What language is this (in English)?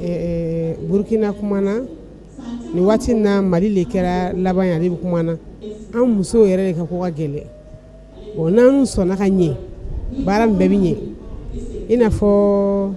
Bambara